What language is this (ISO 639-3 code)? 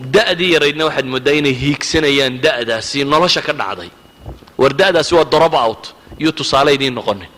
som